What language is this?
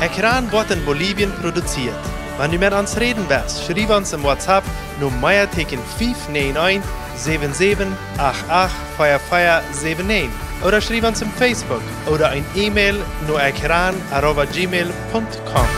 Plautdietsch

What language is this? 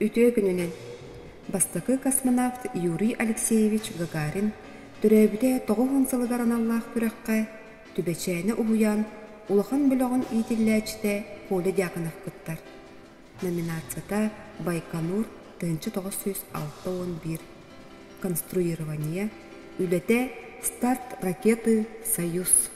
Yakut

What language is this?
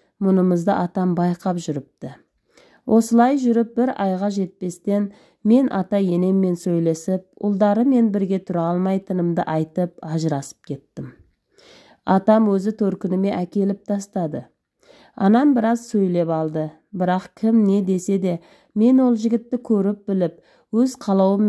Kazakh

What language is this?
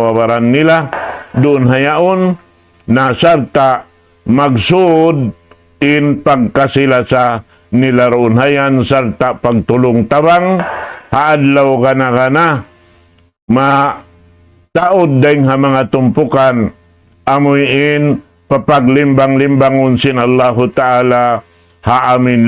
Tausug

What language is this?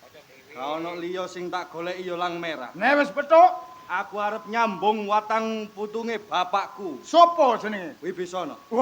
Javanese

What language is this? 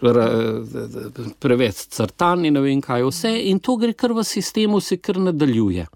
Slovenian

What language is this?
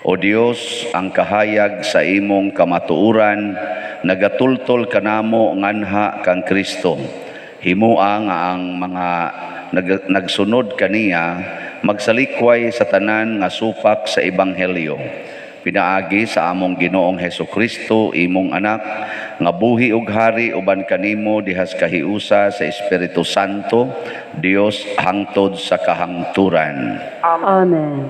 Cebuano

